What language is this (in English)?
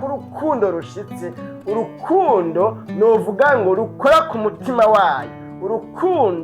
Rundi